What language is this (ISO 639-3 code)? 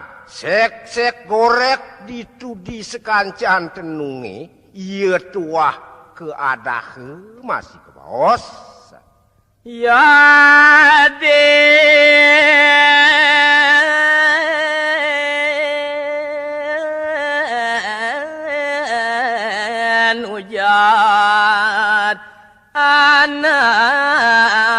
ban